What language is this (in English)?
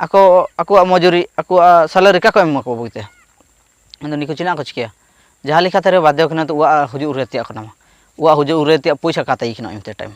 Ho